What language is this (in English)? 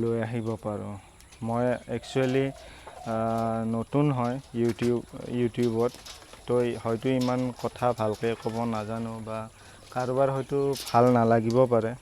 Assamese